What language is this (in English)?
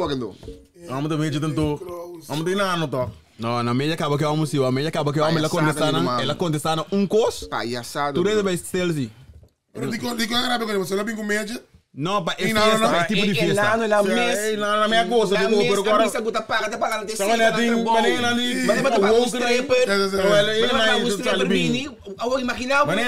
Papiamento